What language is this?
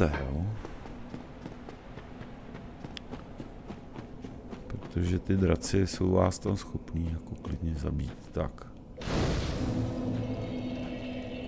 Czech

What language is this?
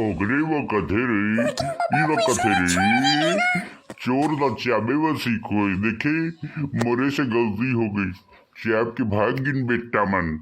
Chhattisgarhi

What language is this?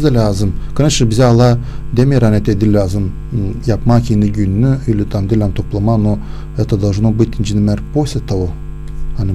Gagauz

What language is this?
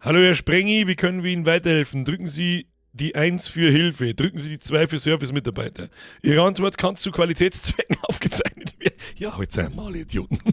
Bavarian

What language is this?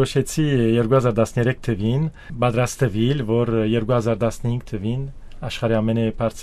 Armenian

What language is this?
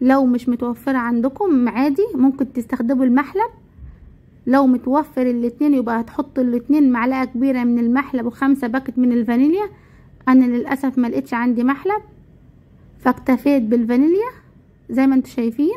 Egyptian Arabic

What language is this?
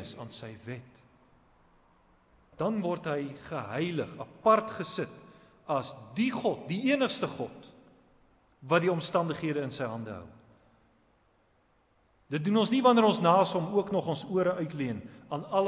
Afrikaans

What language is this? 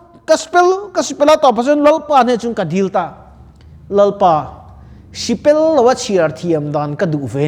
Mizo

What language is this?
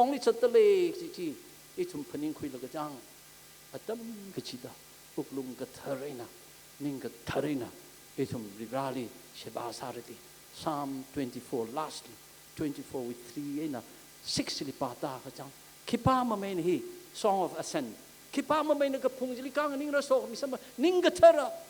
Tangkhul Naga (India)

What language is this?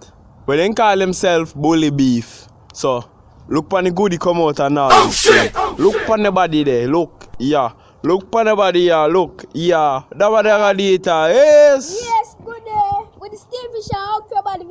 Jamaican Creole English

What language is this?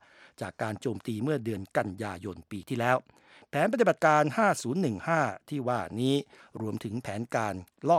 Thai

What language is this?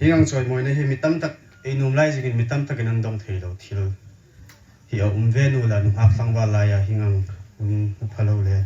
Hmar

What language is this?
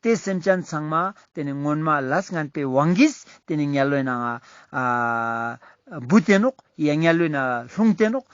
Ladakhi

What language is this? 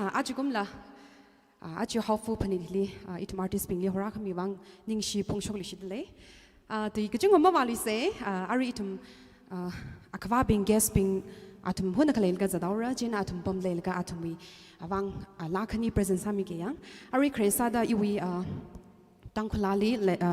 Tangkhul Naga (India)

